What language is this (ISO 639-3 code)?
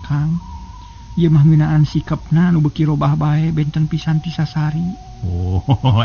sun